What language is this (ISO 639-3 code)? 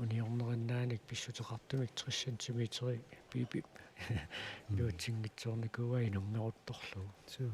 kal